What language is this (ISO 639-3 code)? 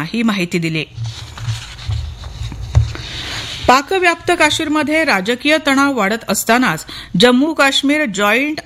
mar